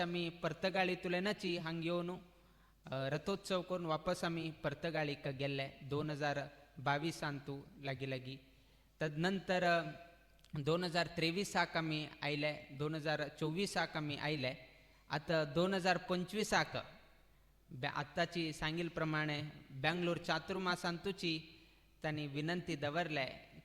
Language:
Konkani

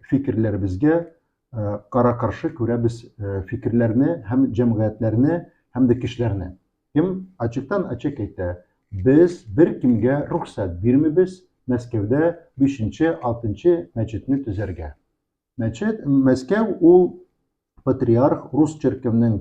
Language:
Tatar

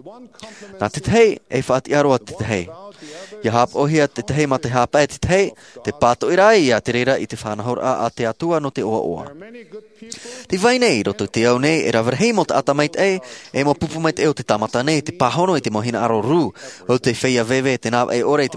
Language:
Tahitian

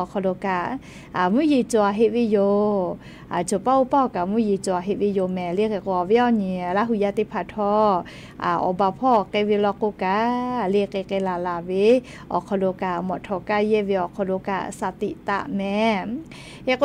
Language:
Lahu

